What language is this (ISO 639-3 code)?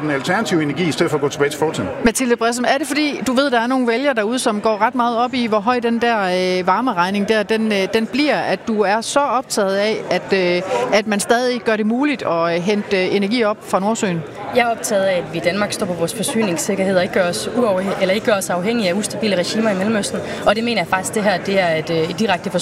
dan